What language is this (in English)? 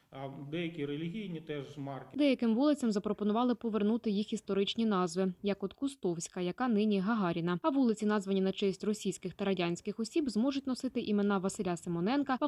Ukrainian